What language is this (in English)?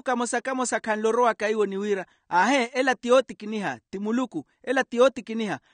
Makhuwa